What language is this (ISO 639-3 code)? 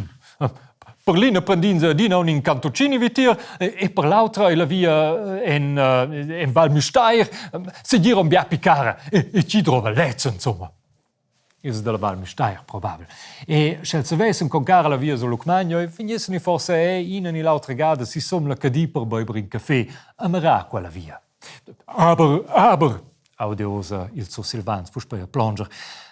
roh